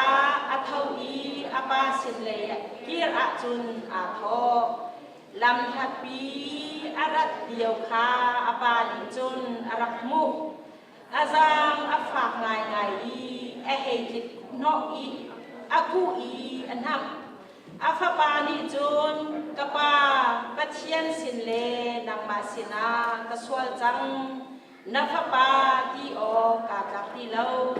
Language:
Hakha Chin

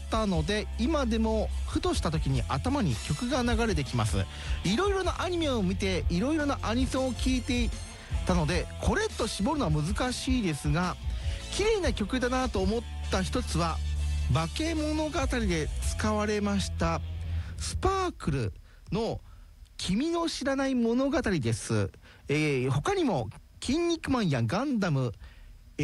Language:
Japanese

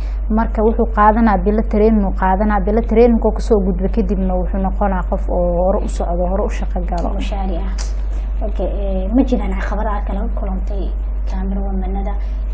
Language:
Somali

